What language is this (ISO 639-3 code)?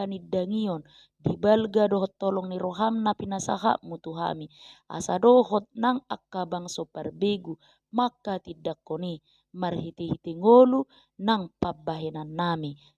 bbc